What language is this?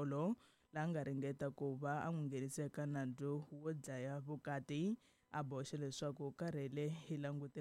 Tsonga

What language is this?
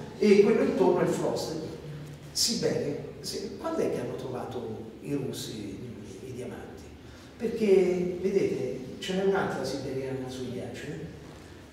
Italian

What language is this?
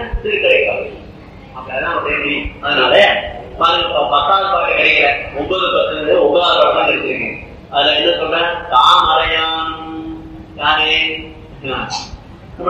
Tamil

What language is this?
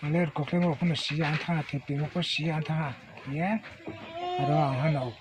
Riang (India)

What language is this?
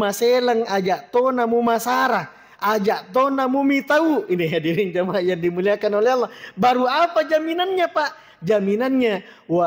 Buginese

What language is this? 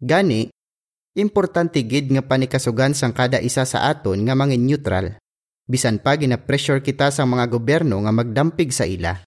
Hiligaynon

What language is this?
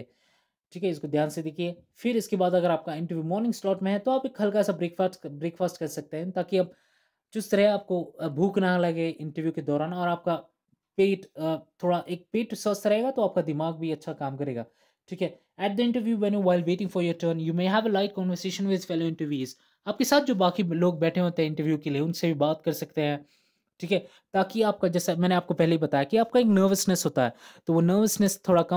Hindi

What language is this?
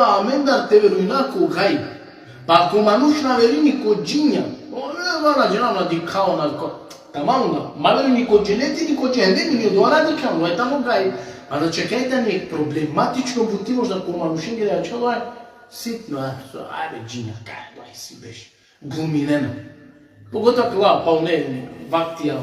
Balkan Romani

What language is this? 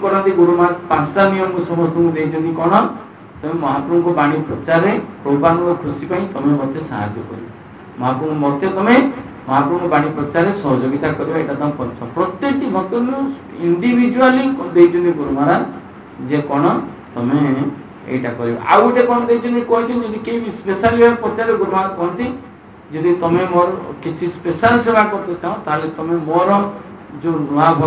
Odia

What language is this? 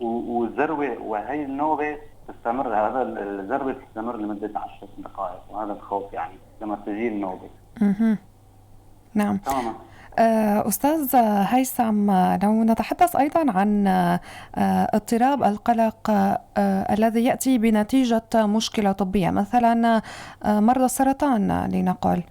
North Levantine Arabic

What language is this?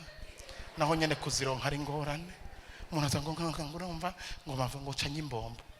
Rundi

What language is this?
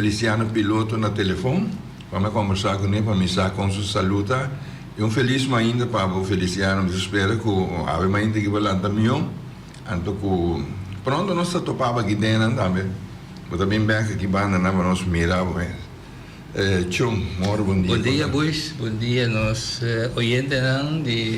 Papiamento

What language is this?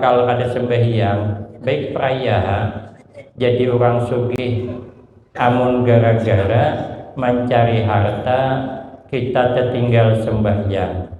Banjar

